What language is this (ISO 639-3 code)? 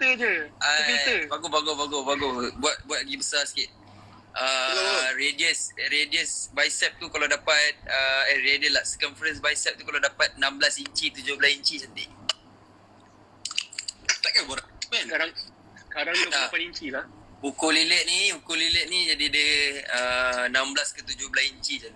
msa